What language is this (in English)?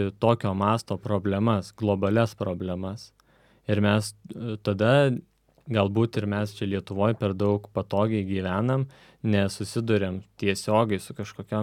Lithuanian